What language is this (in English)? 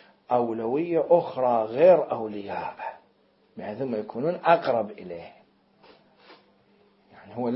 Arabic